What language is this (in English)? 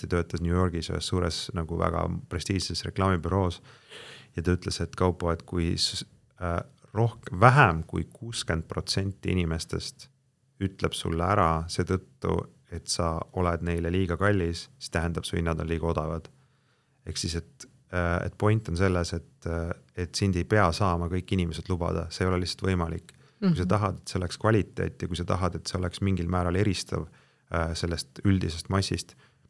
Estonian